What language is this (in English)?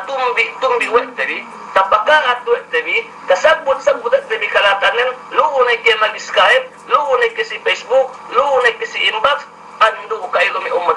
Yakan